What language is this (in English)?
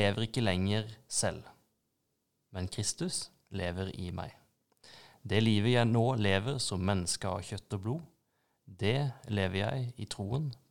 Norwegian